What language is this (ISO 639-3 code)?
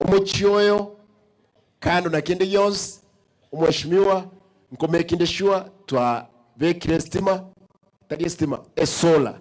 guz